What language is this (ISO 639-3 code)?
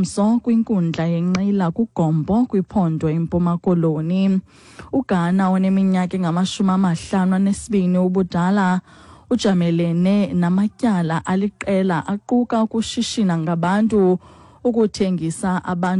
xho